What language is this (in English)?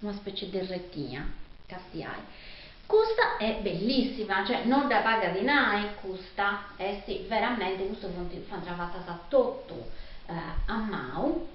Sardinian